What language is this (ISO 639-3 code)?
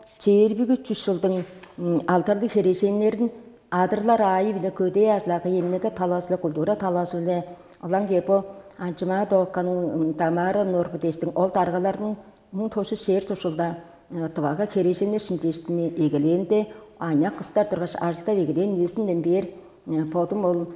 tyv